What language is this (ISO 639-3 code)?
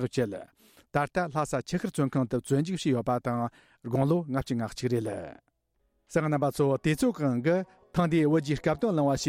bod